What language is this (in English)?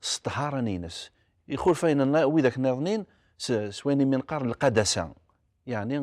Kabyle